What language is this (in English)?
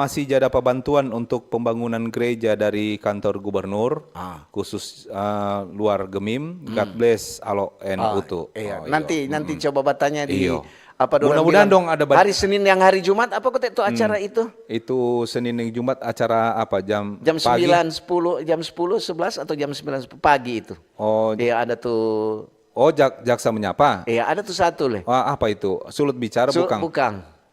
Manado Malay